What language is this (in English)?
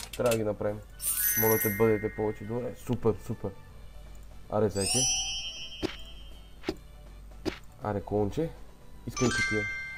Bulgarian